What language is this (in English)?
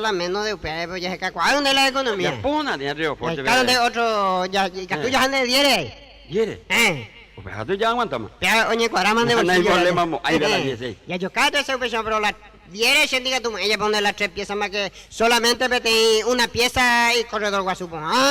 Guarani